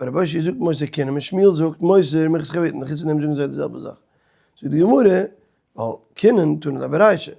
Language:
Yiddish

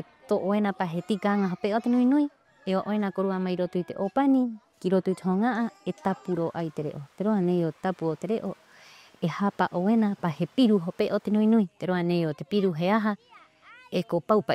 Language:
Rapanui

